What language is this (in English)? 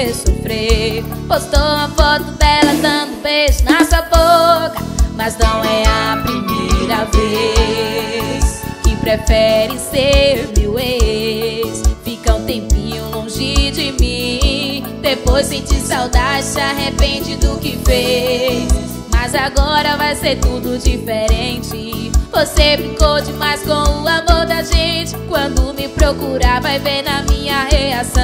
Portuguese